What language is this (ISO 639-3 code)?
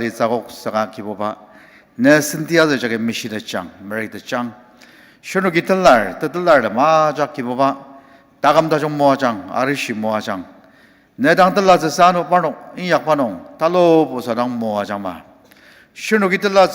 njo